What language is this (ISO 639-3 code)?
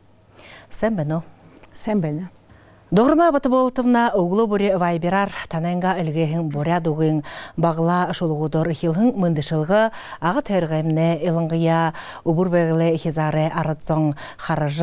bua